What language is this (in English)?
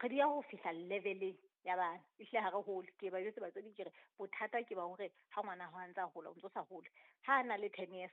Southern Sotho